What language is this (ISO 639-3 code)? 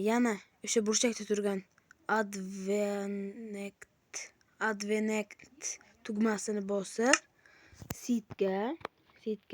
uzb